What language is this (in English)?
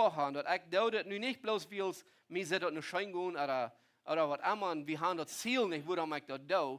Plautdietsch